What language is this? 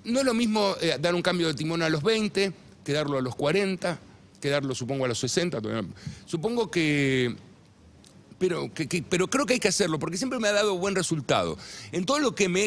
Spanish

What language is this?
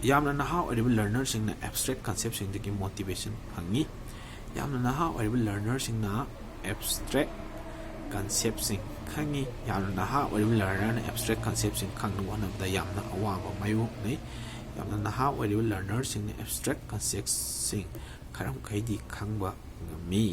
Manipuri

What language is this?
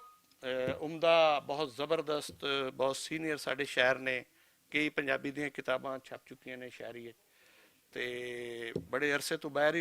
Western Panjabi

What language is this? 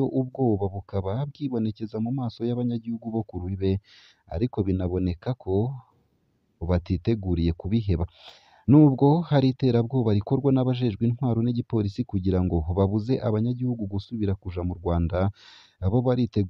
Rundi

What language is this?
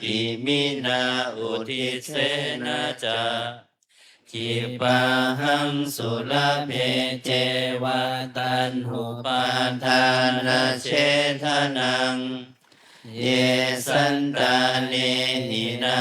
Pali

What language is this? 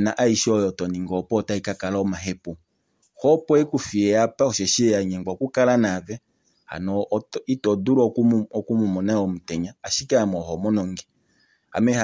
Kuanyama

